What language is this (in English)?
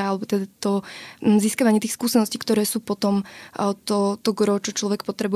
Slovak